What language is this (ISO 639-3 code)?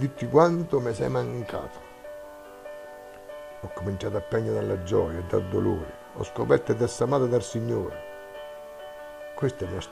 ita